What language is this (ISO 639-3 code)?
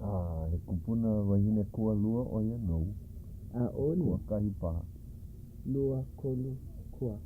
haw